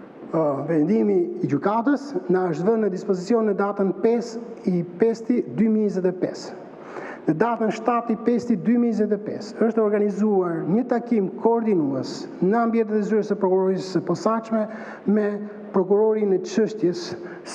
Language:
Albanian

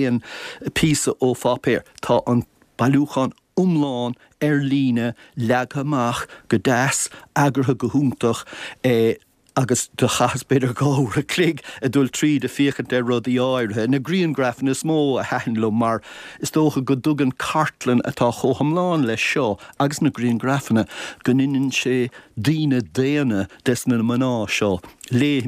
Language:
Irish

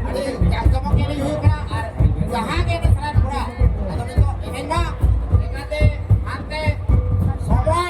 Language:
Santali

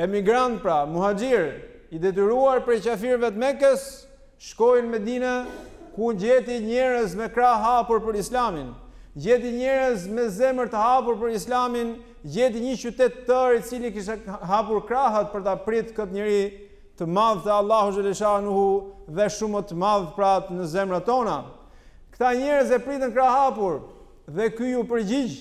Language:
Albanian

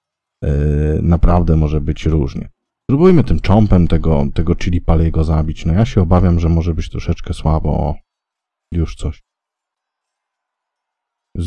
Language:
Polish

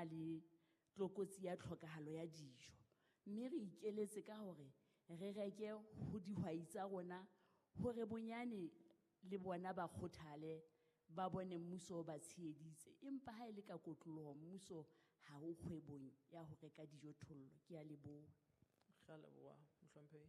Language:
Southern Sotho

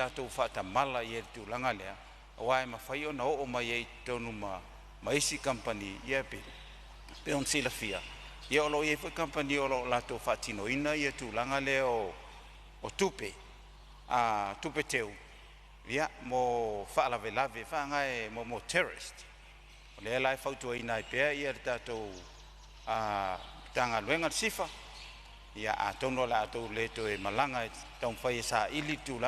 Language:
Samoan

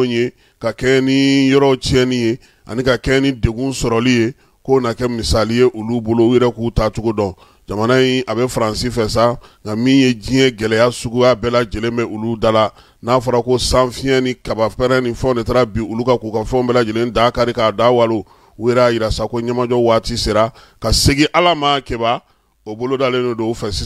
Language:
Bambara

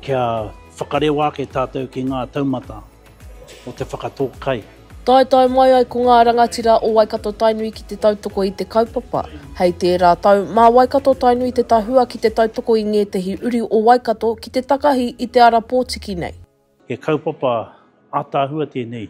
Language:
Māori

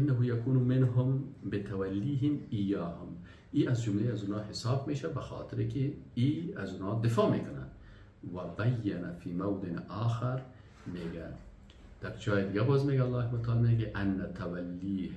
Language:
Persian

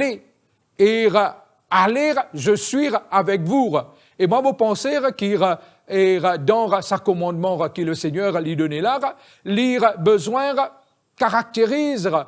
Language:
Morisyen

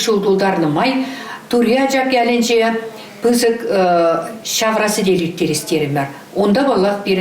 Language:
Chuvash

